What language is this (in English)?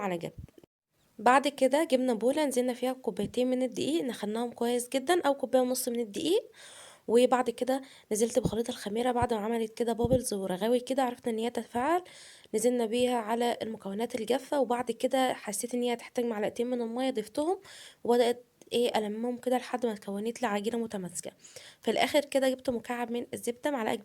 Egyptian Arabic